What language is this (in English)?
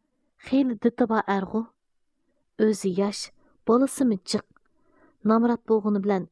Uyghur